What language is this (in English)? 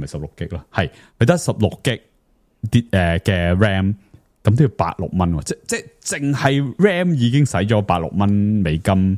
Cantonese